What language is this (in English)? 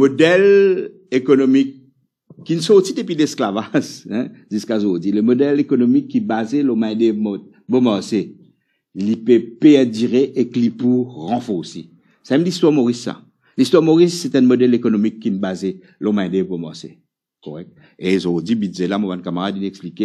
Morisyen